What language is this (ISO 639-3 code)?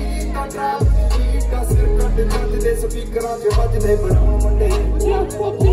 pan